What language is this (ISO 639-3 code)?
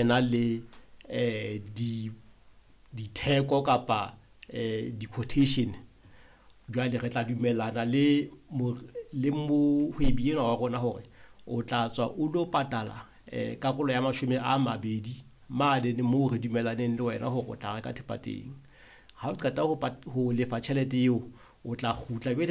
sot